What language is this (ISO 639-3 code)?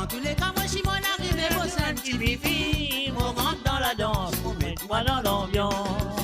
mfe